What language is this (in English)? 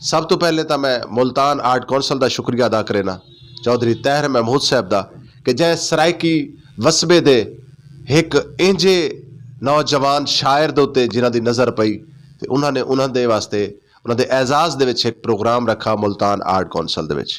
Saraiki